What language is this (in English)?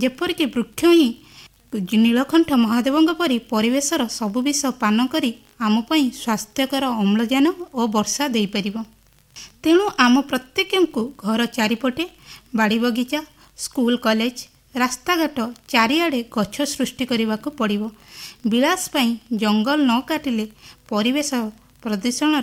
Odia